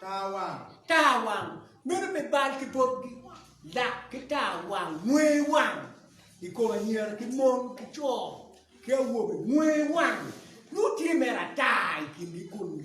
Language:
Acoli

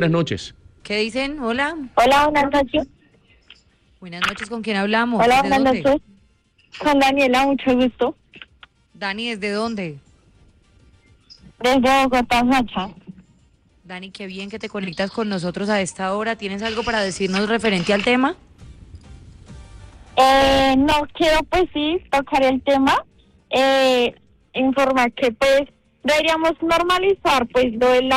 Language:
Spanish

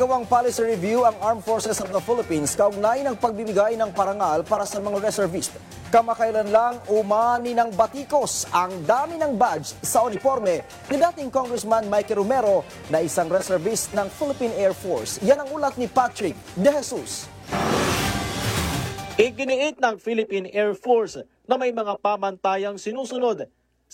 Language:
Filipino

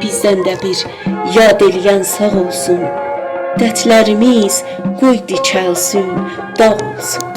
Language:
South Azerbaijani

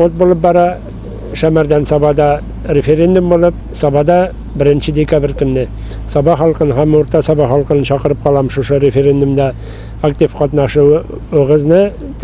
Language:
Tatar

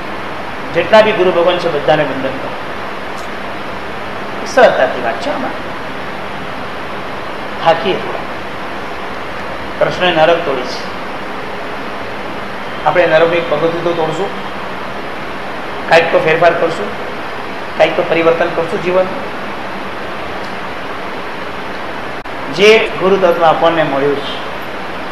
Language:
Gujarati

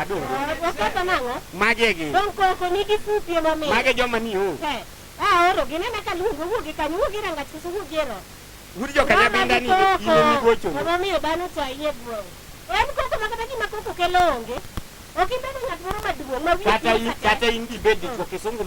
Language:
Luo (Kenya and Tanzania)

